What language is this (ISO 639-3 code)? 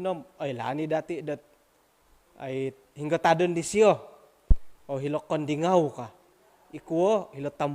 dtp